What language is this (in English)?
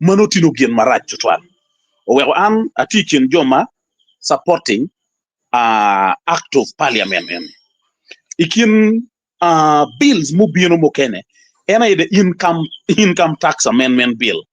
Acoli